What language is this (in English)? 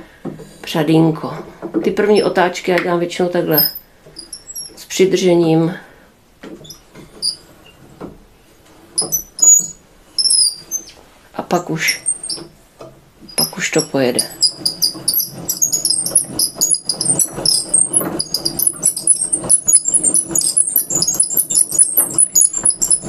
Czech